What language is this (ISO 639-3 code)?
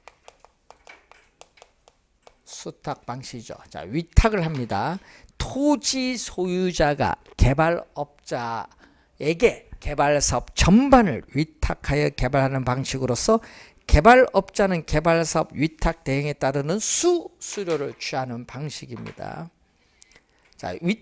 kor